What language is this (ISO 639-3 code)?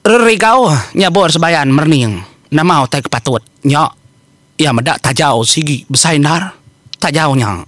iba